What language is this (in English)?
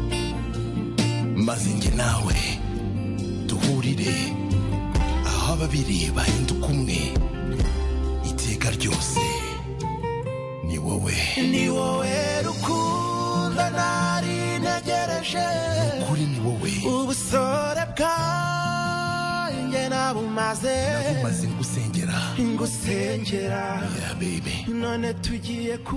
Kinyarwanda